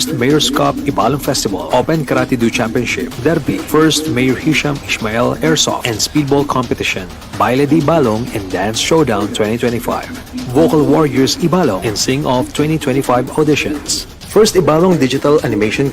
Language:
Bikol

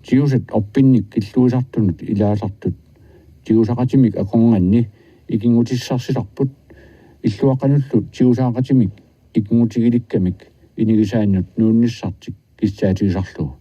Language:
Kalaallisut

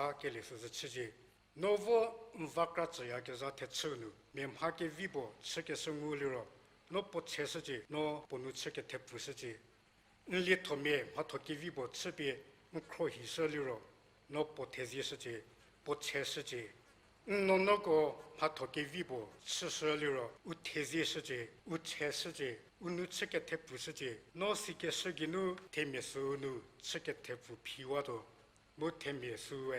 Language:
Angami Naga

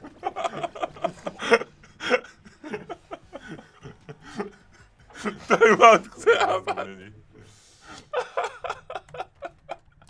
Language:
Slovak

